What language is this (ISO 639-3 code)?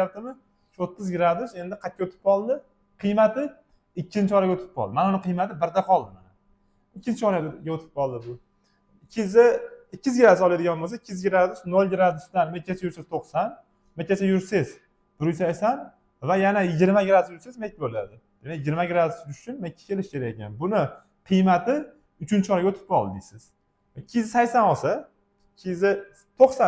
uzb